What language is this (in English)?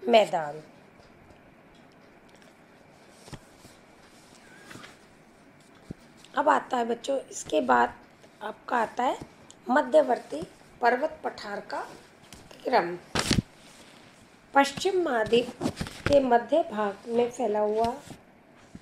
Hindi